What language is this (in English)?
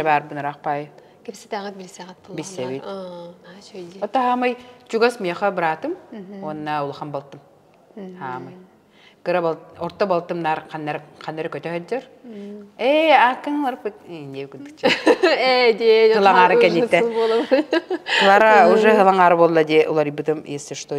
Yakut